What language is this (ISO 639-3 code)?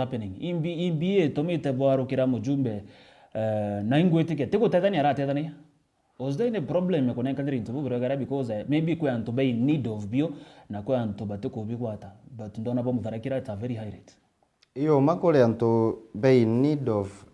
mer